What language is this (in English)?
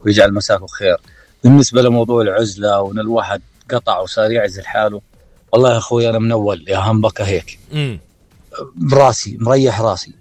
North Levantine Arabic